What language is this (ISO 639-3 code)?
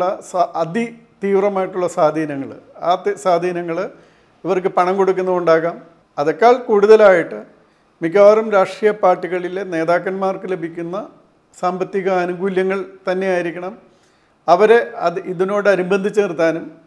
mal